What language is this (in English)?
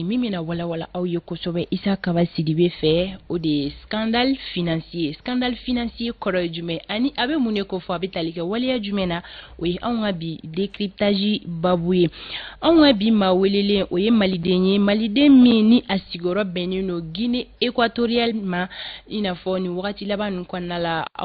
Bambara